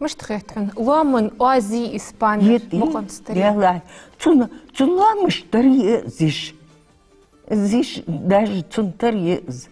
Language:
Ingush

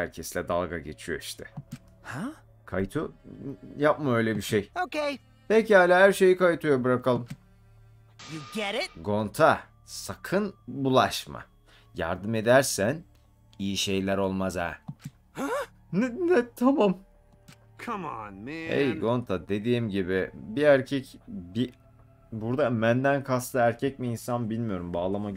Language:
Turkish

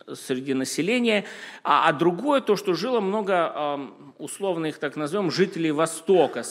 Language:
Russian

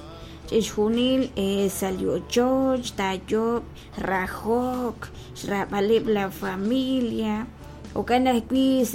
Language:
Kekchí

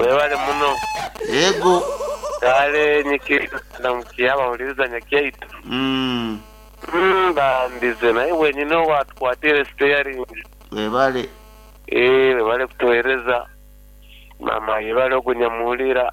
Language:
Nyankole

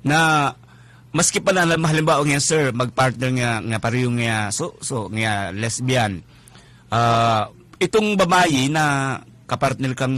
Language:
Bikol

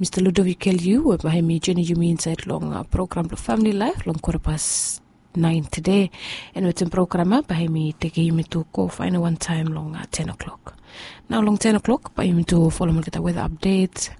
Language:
Bislama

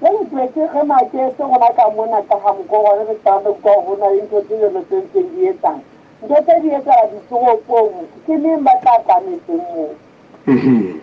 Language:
Southern Sotho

